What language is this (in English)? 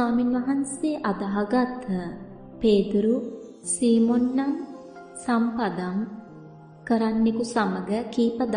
Sinhala